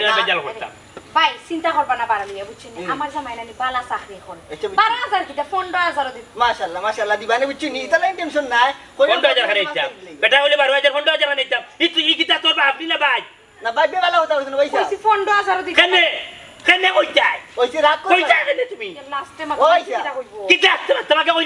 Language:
Sylheti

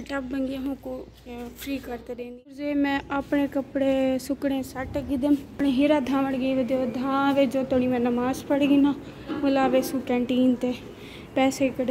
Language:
Saraiki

